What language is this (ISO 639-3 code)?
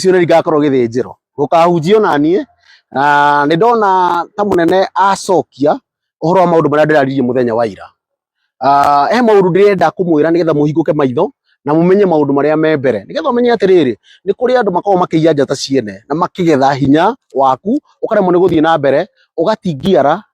kik